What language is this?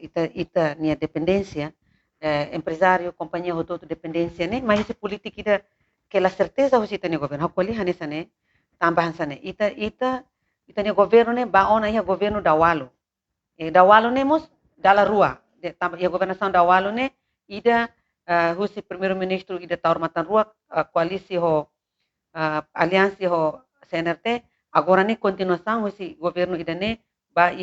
Tetum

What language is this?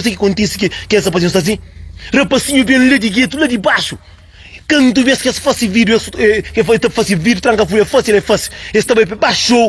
Kabuverdianu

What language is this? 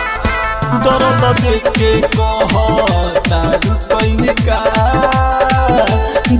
Bhojpuri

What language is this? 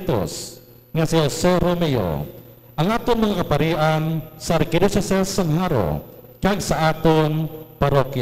Hiligaynon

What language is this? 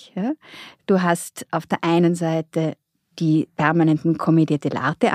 German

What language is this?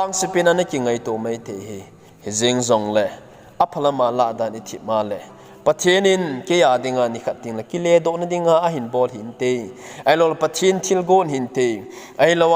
Thado Chin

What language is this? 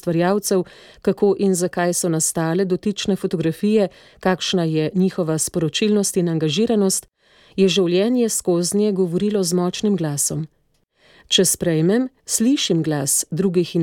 Slovenian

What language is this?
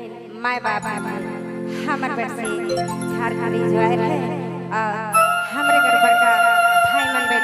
Sadri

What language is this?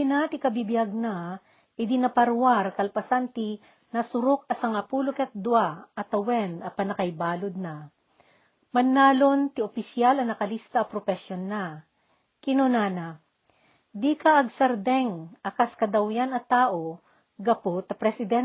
Iloko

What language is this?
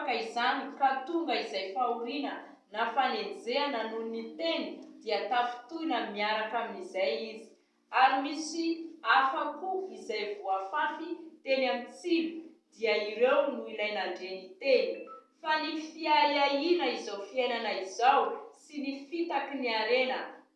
Malagasy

